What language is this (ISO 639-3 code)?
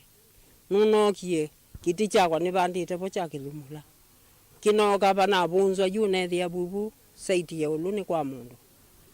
kam